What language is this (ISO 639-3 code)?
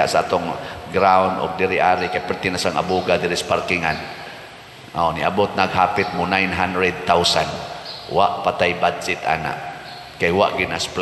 ceb